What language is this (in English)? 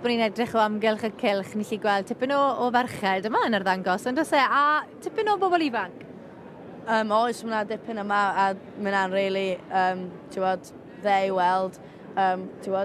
Welsh